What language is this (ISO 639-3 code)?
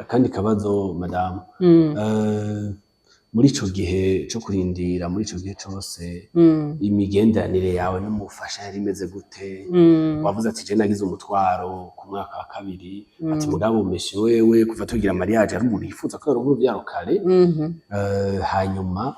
run